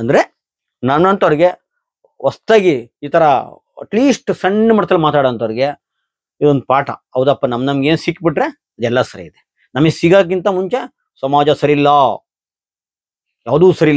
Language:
Kannada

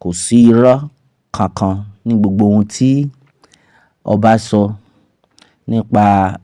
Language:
Yoruba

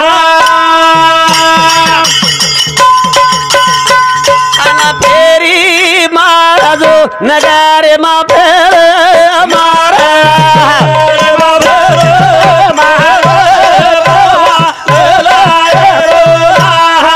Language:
Lambadi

